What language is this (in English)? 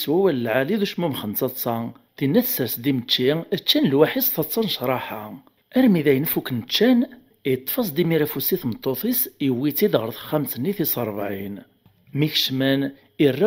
Kabyle